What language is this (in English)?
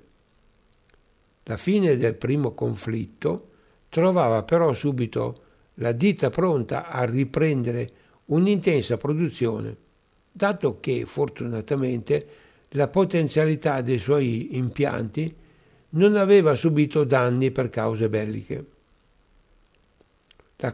Italian